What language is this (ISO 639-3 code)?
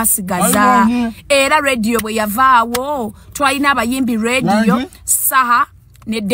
lug